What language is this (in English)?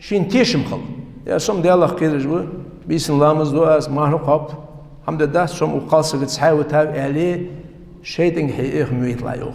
Ingush